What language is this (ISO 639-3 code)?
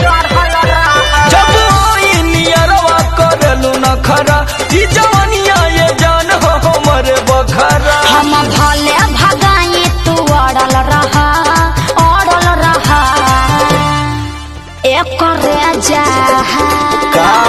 bho